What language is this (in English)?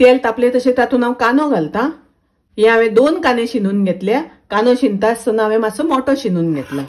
Konkani